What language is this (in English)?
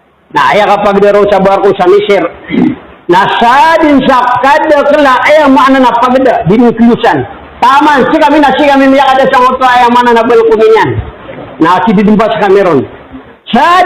Maranao